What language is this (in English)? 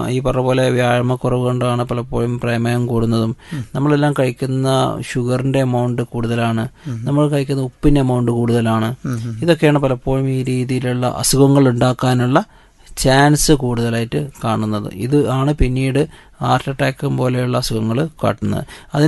Malayalam